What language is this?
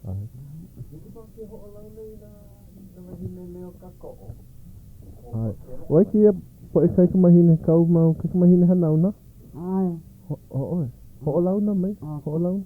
Hawaiian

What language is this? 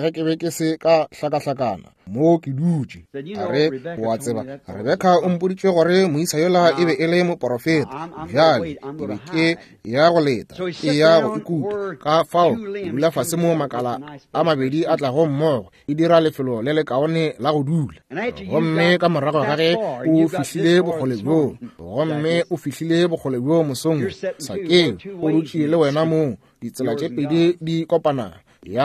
Northern Sotho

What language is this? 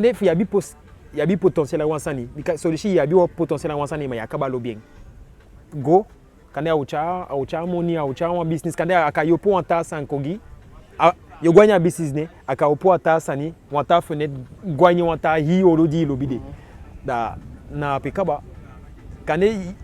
Eastern Maroon Creole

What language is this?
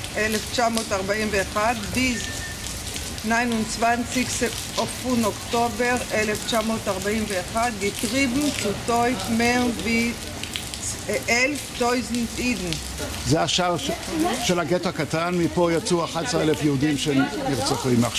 Hebrew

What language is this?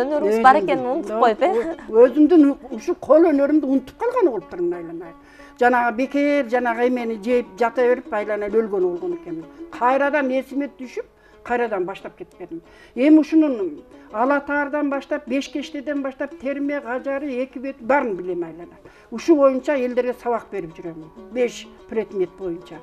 Kyrgyz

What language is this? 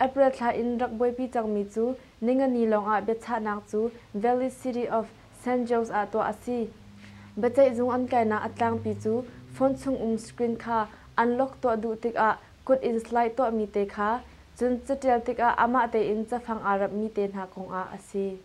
Hakha Chin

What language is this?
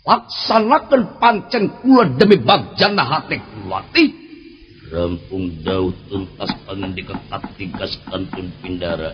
Sundanese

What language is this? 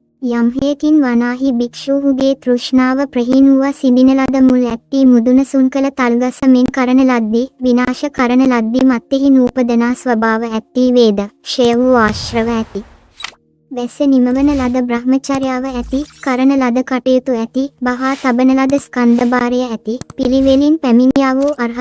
Sinhala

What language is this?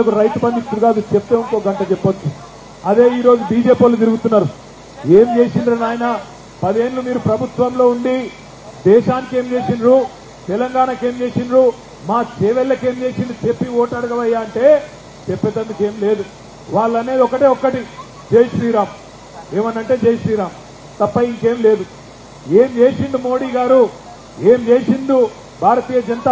Telugu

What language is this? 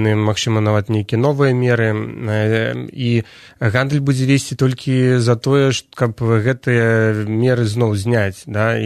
Belarusian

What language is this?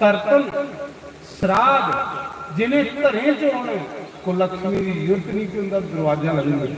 Dogri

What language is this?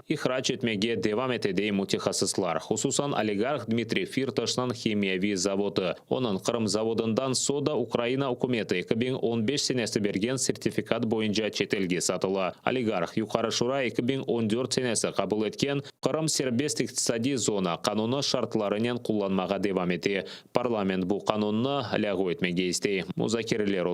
Crimean Tatar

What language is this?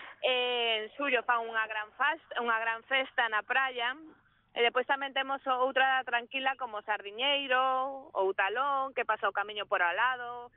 Galician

